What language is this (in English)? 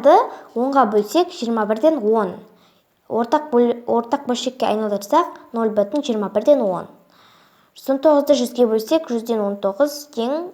Kazakh